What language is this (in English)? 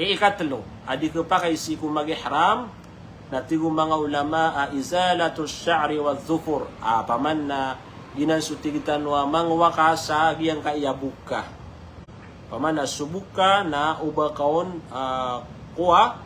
Maranao